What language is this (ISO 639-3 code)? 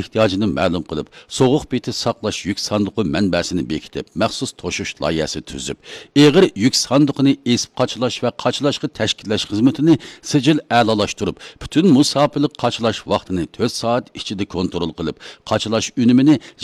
uig